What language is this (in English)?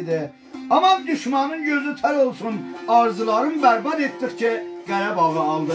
South Azerbaijani